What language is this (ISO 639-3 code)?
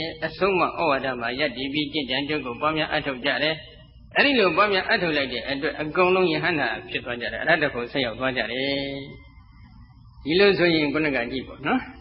mya